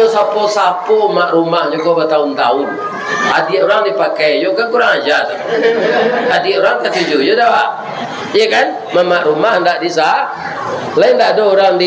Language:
Minangkabau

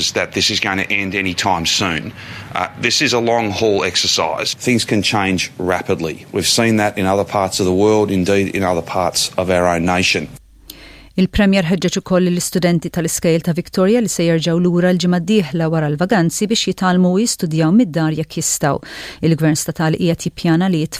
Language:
Maltese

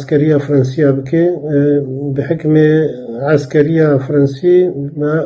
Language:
Kurdish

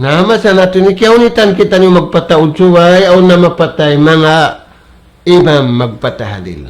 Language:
Tausug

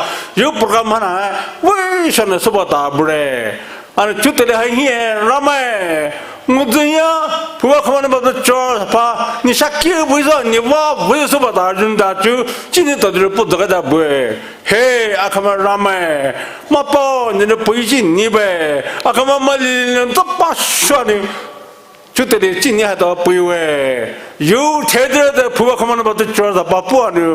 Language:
Poumei Naga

